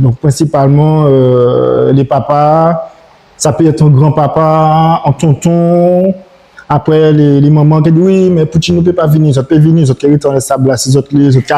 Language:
Guadeloupean Creole French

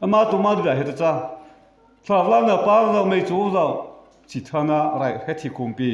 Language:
Mara Chin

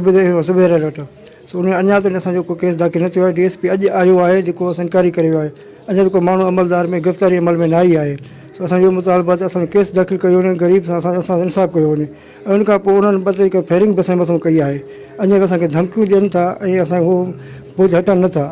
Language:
Sindhi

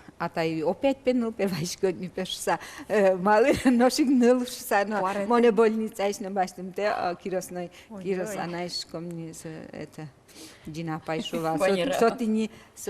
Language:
Udmurt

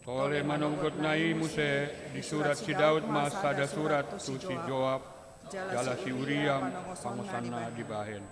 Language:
Batak Toba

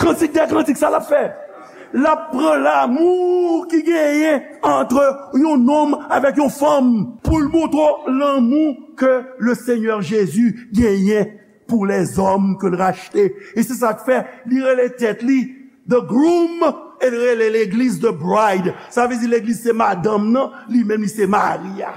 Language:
Haitian Creole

